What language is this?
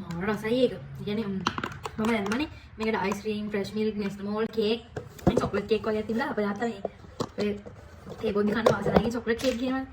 Sinhala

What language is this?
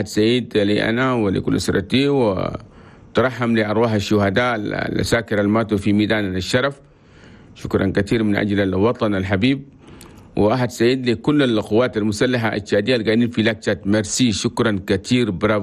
Chadian Arabic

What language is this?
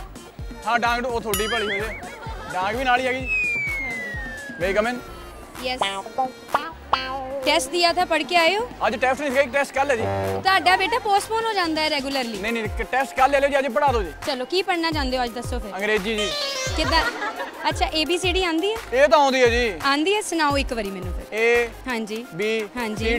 Punjabi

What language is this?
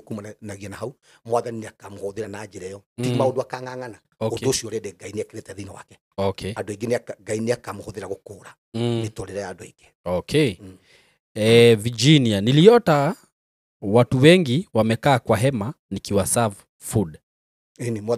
Kikuyu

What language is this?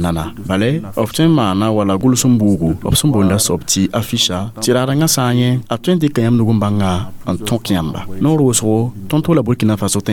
Mossi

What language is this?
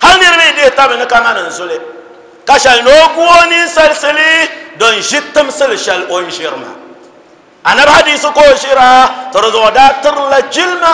Dagbani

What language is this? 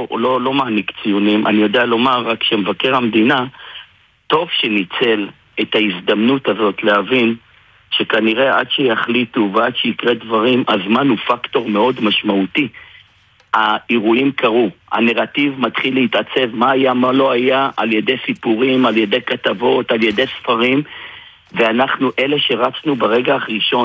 Hebrew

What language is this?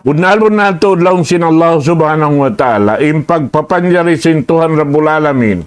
Tausug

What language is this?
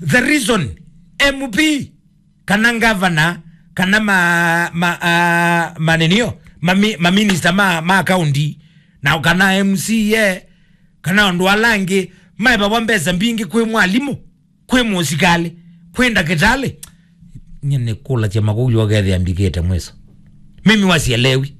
Kamba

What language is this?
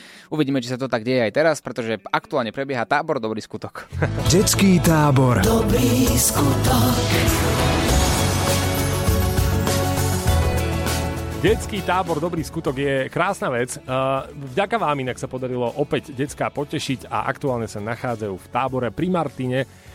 Slovak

